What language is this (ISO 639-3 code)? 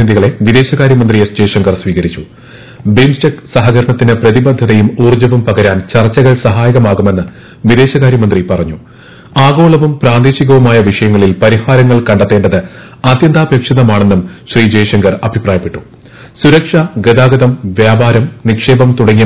mal